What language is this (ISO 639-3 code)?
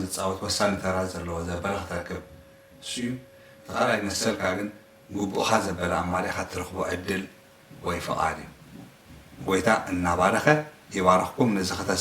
tir